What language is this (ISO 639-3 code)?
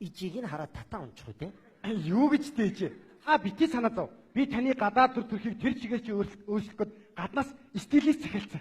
mon